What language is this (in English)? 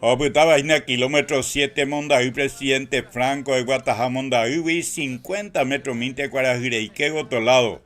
Guarani